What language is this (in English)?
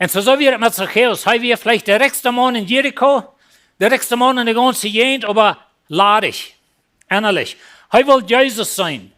Plautdietsch